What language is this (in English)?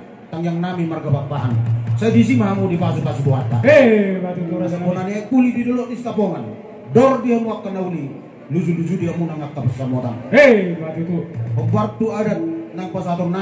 Batak Toba